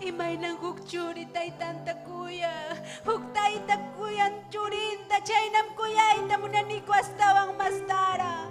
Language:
Ayacucho Quechua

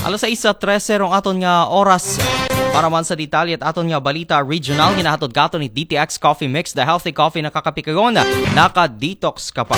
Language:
Aklanon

